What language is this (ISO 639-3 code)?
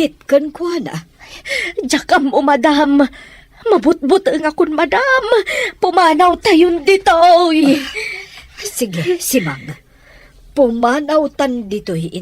ilo